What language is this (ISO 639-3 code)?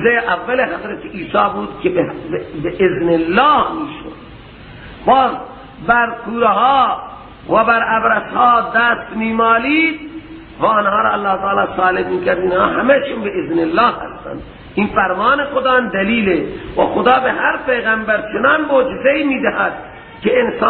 fas